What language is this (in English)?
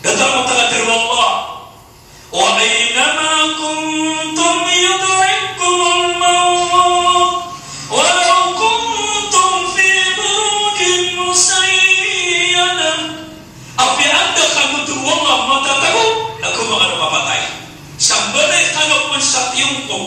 Maranao